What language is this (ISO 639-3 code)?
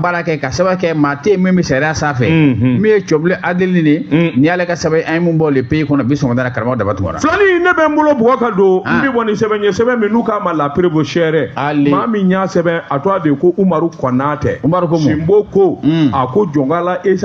bam